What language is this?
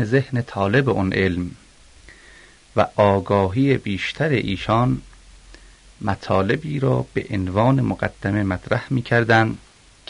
Persian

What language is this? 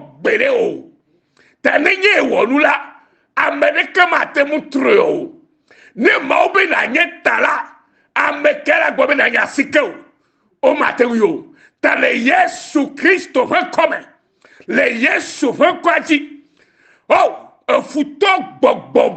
Ewe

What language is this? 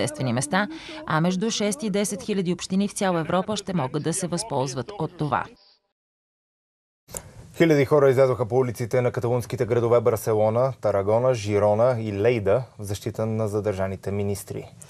Bulgarian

